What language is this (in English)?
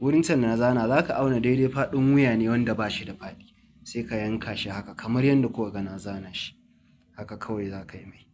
Hausa